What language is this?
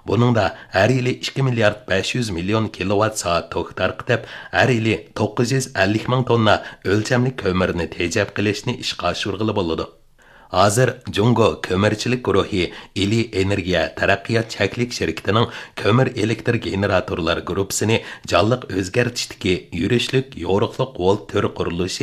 Uyghur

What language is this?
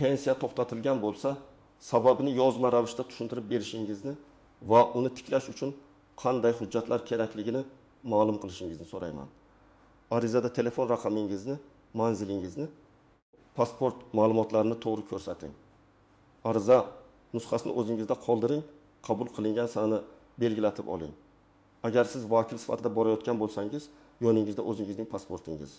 Uzbek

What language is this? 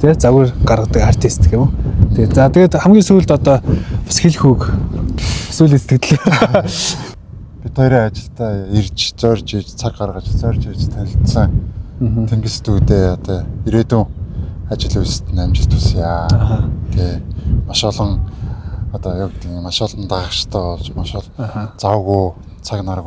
Mongolian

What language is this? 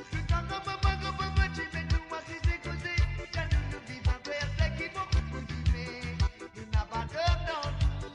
Morisyen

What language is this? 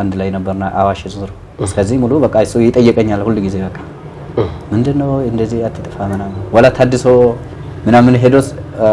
Amharic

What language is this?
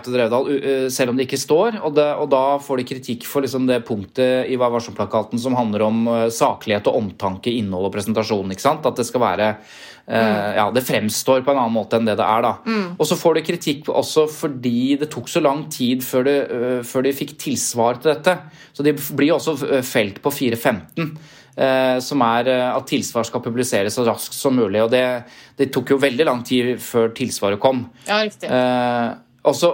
Norwegian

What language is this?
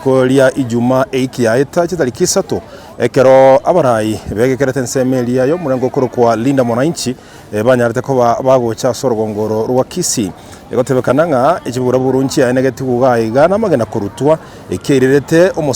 Gusii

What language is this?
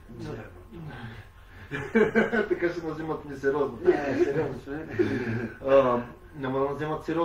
Bulgarian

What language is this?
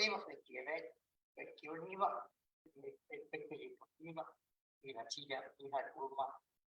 Divehi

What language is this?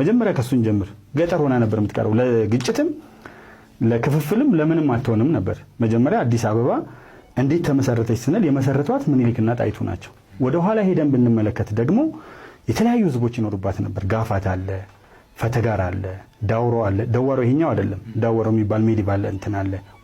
Amharic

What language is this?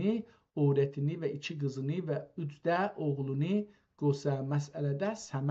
South Azerbaijani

